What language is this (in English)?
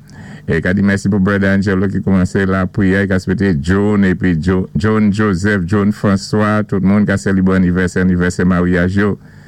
Saint Lucian Creole French